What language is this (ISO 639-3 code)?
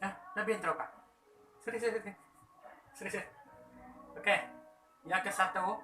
iba